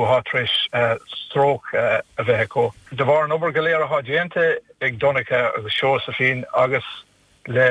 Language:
Irish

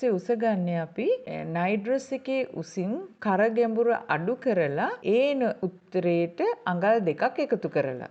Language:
Sinhala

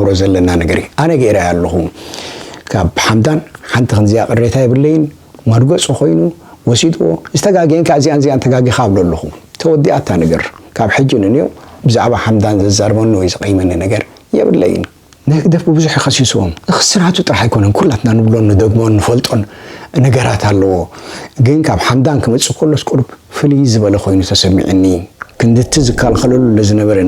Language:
Tigrinya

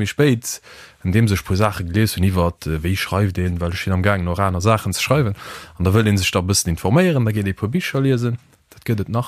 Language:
Luxembourgish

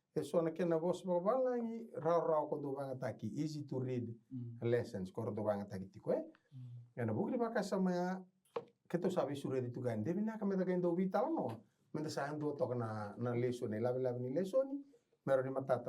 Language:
Fijian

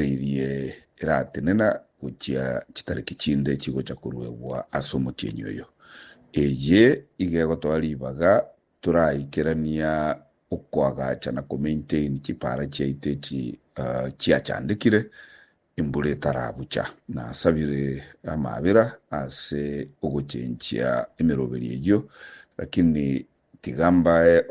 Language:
Gusii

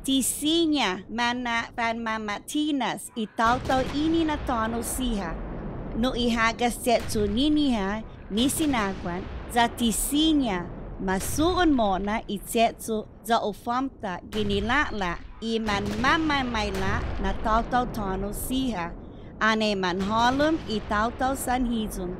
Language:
Chamorro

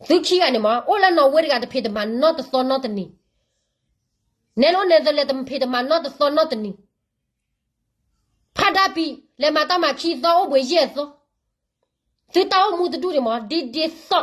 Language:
S'gaw Karen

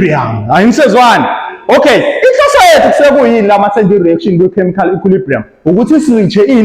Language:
Zulu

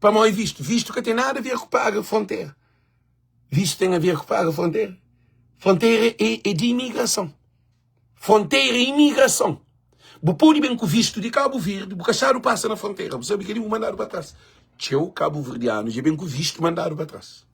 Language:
Kabuverdianu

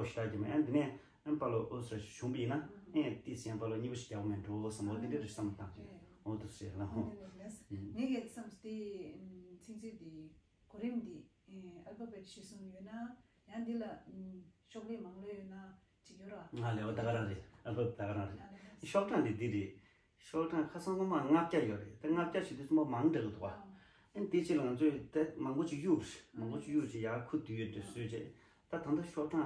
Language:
Tibetan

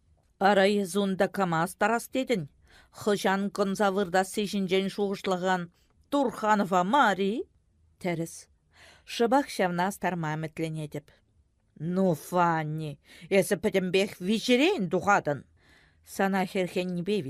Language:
Chuvash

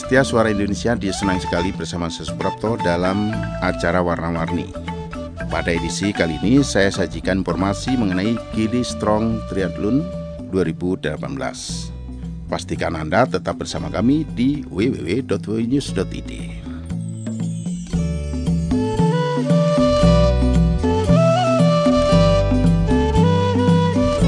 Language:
Indonesian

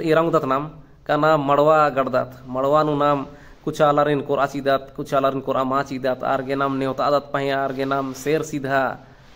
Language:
Kurukh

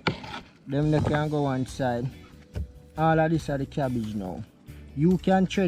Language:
Jamaican Creole English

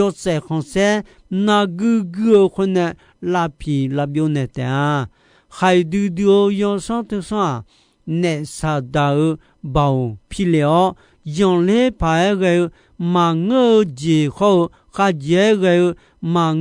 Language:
Akha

